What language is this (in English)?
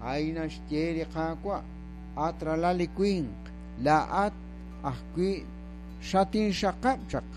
Kekchí